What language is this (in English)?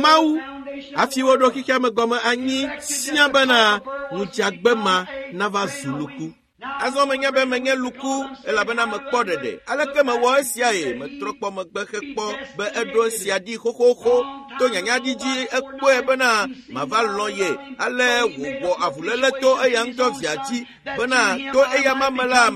Ewe